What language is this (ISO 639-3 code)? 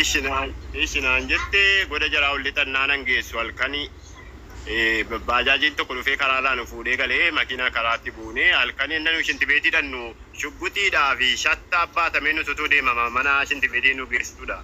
orm